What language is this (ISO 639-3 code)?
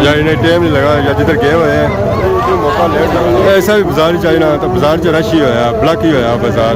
phr